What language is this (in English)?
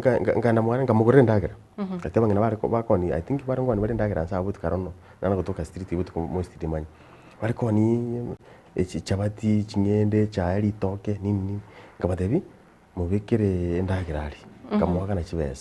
Gusii